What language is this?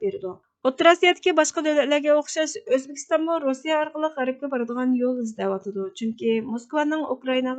Uyghur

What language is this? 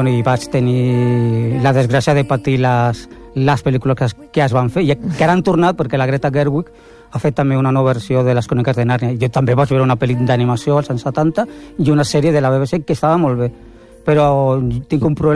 Catalan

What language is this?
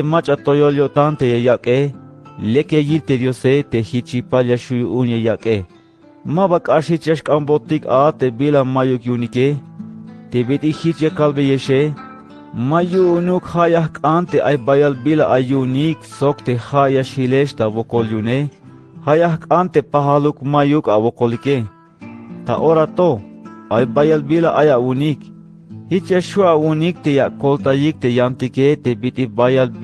Tzeltal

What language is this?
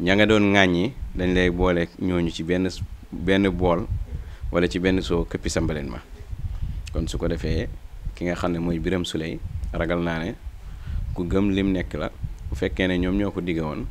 Wolof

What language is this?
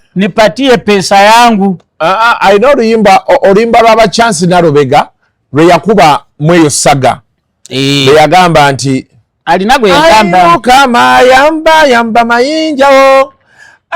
Ganda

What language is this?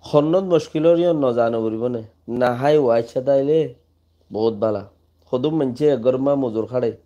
Rohingya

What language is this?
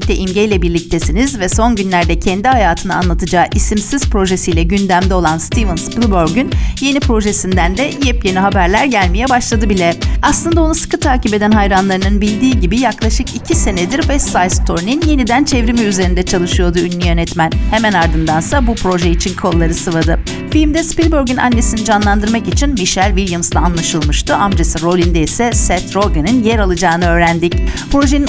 Turkish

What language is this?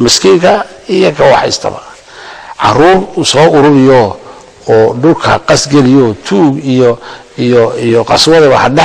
Somali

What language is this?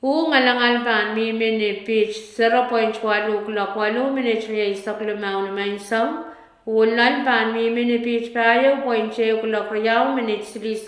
Pohnpeian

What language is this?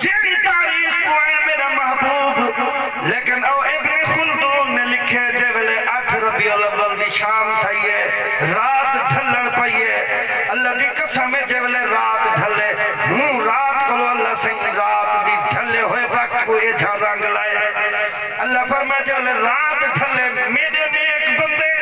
Saraiki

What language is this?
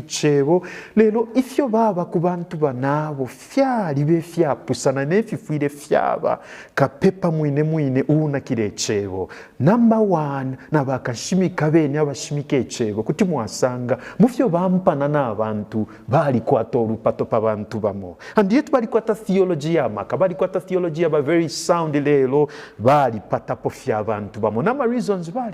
Bemba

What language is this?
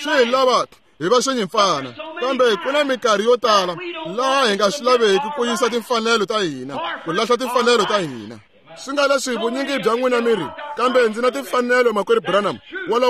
Tsonga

